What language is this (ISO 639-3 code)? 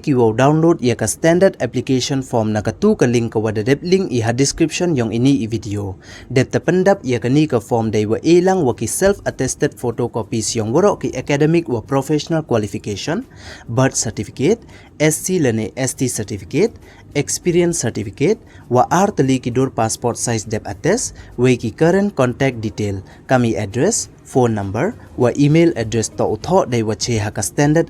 pbv